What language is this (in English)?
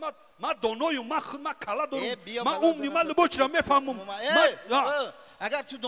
Tajik